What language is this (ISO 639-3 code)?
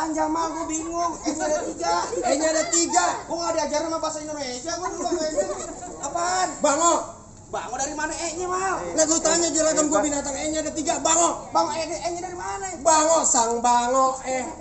bew